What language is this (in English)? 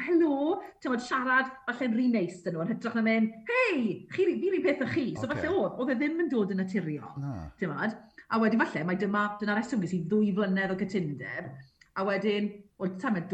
Welsh